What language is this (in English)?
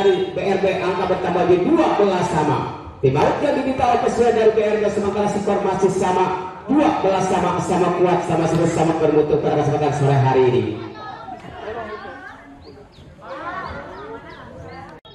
Indonesian